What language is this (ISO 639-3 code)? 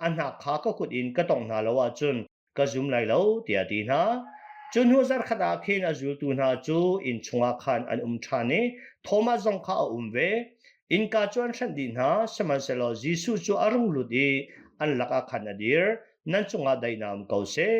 cnh